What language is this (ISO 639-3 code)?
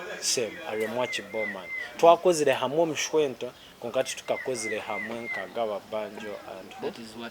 nyn